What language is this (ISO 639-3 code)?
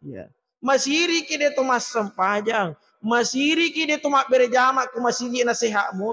bug